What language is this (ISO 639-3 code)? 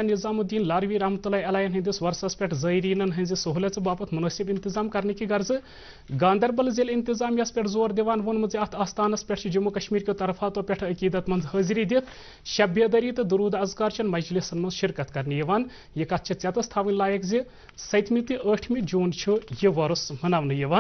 kas